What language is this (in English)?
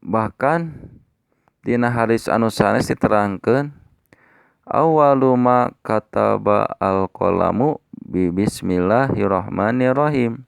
Sundanese